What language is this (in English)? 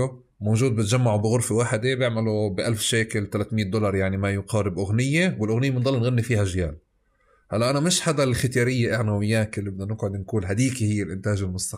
North Levantine Arabic